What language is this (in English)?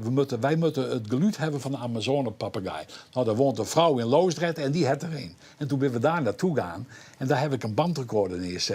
Western Frisian